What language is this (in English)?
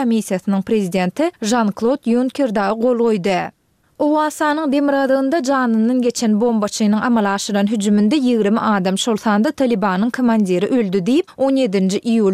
Turkmen